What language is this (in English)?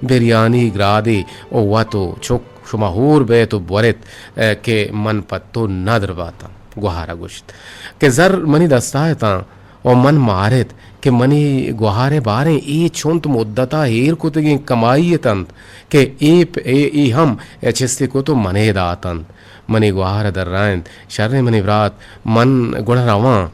Eastern Balochi